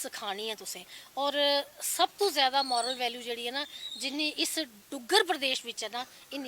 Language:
Dogri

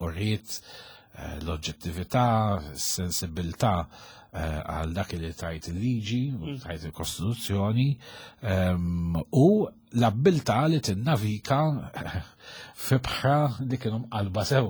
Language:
Maltese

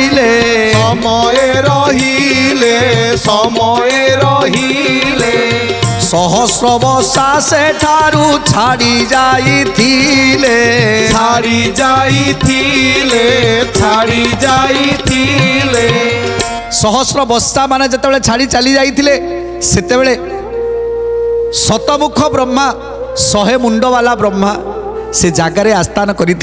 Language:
Odia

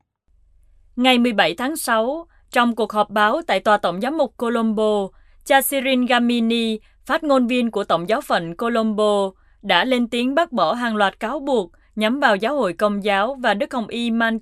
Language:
Vietnamese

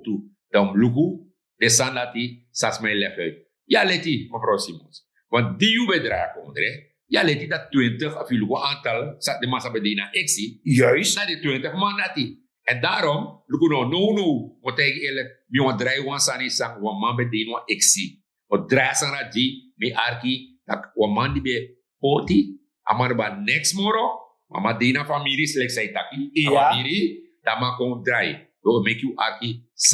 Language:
Sranan Tongo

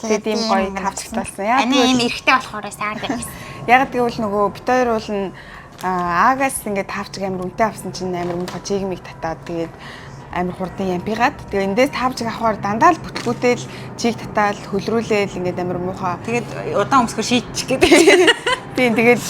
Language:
Mongolian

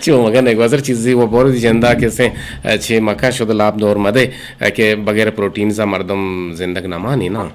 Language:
Eastern Balochi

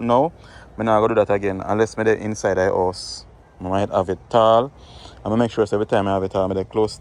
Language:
Jamaican Creole English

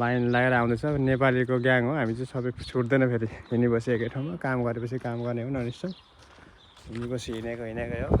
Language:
Nepali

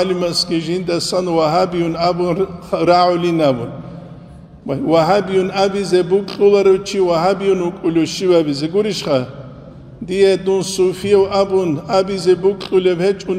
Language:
Avaric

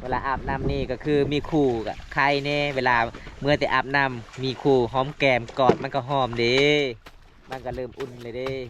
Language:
Lao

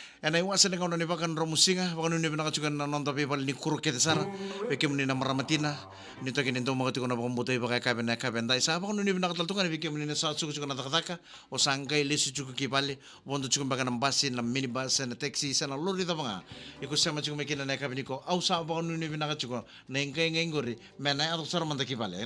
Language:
Fijian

